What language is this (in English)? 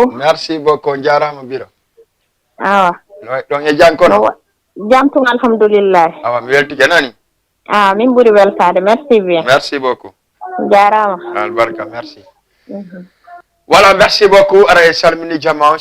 Fula